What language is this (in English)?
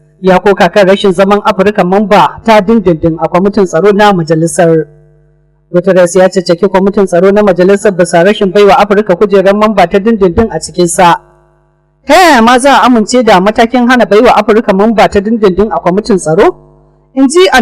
Hausa